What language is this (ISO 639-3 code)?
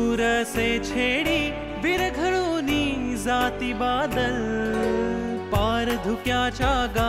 mar